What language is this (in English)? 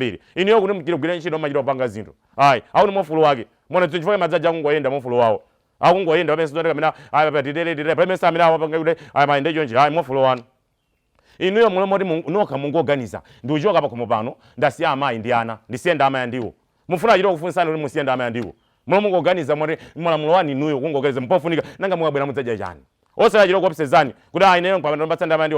Nyanja